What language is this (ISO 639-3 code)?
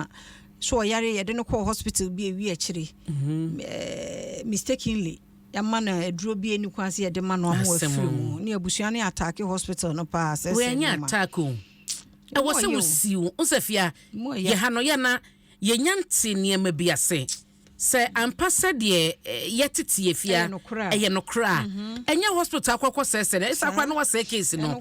aka